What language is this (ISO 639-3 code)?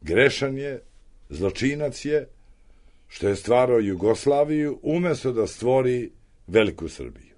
srp